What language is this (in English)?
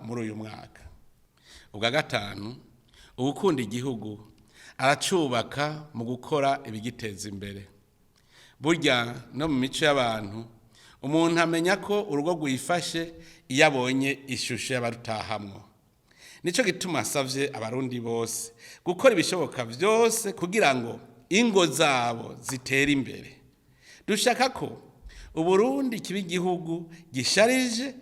Rundi